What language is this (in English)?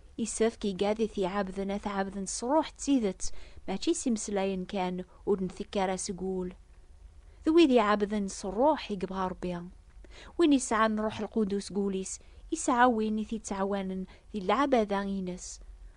Kabyle